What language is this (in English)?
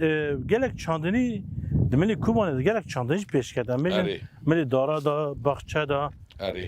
Kurdish